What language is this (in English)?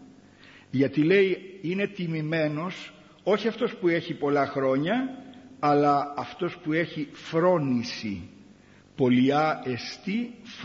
Greek